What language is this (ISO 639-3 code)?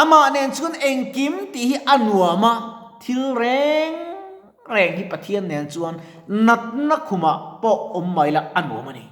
lus